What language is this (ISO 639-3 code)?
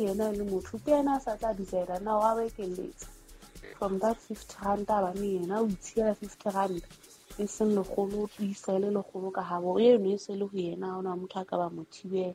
sot